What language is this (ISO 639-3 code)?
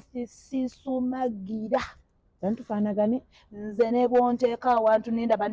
lug